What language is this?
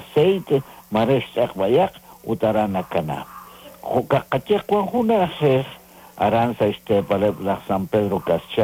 Kekchí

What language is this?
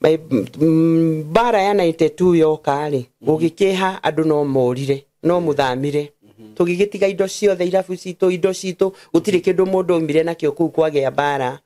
Kikuyu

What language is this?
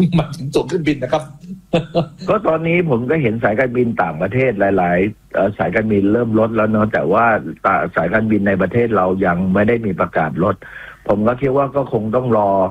Thai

